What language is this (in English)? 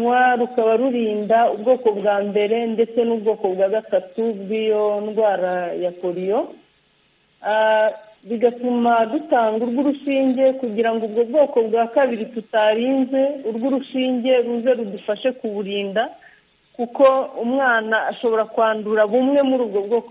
Kinyarwanda